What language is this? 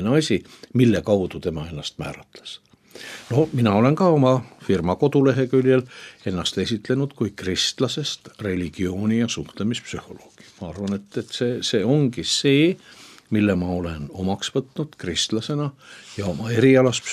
Estonian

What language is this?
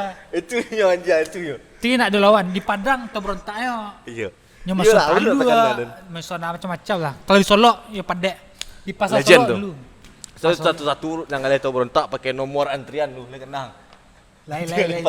Minangkabau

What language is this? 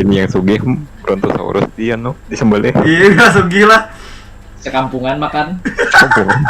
Banjar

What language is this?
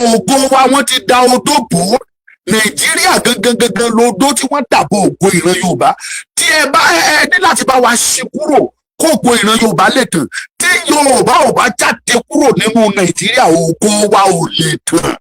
Yoruba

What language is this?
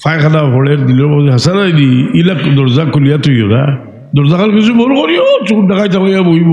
Sylheti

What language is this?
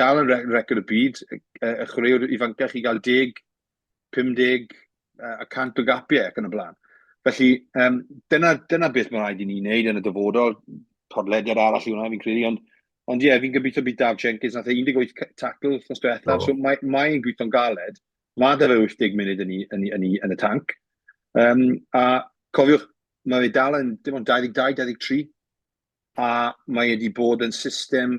Welsh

